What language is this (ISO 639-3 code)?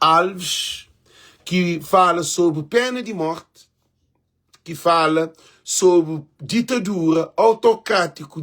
kea